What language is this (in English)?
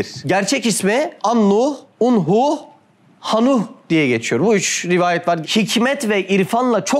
Turkish